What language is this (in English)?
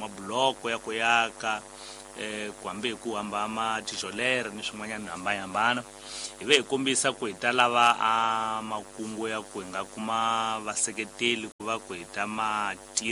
Tsonga